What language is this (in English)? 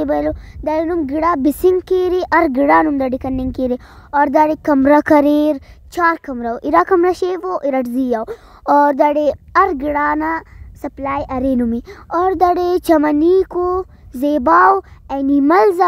Brahui